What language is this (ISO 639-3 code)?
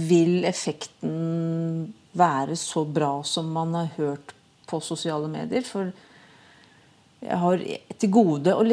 nor